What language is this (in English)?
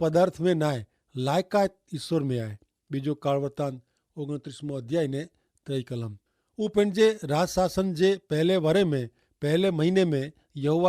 Kachhi